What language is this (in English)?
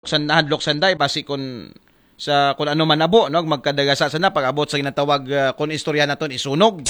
Aklanon